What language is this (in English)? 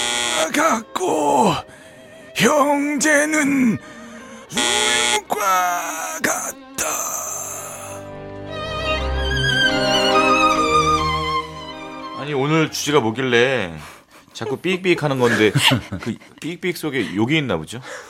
Korean